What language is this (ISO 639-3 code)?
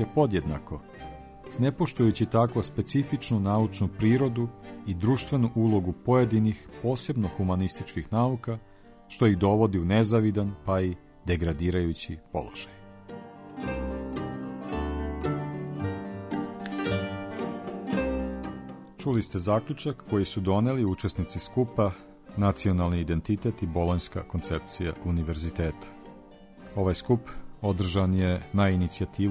srp